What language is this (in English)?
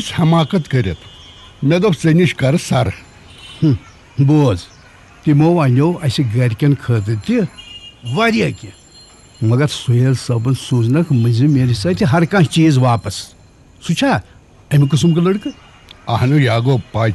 Kashmiri